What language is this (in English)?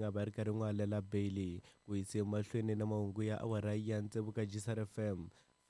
Tsonga